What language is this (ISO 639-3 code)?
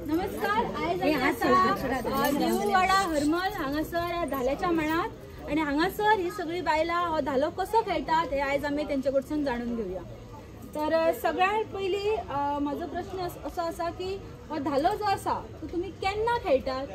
kok